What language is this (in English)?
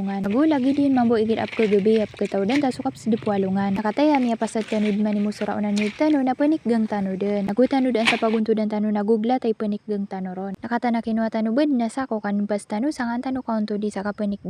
Maranao